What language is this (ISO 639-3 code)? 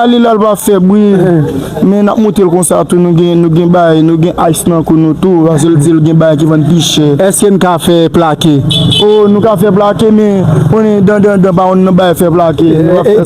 hat